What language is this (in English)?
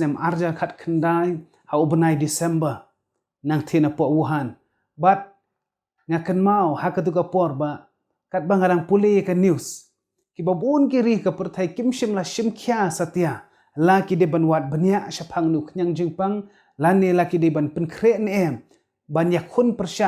Khasi